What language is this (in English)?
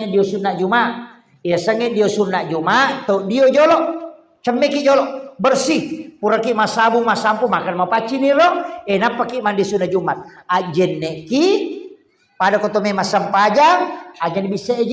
Buginese